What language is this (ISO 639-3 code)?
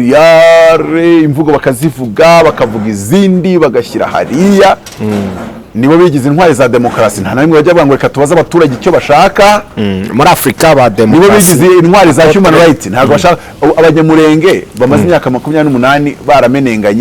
kin